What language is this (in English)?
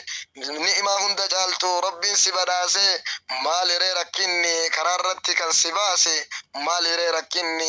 Oromo